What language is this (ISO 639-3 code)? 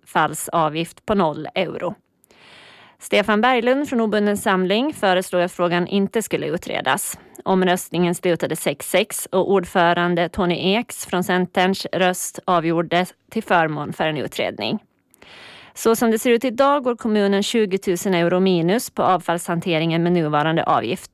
swe